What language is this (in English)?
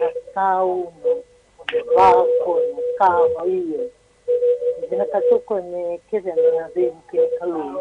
Fijian